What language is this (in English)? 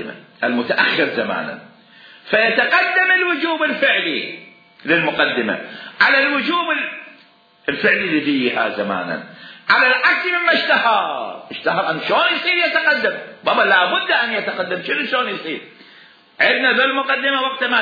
Mesopotamian Arabic